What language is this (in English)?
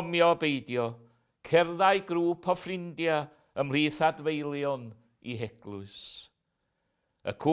Welsh